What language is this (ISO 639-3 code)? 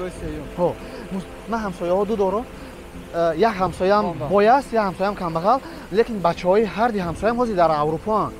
tgk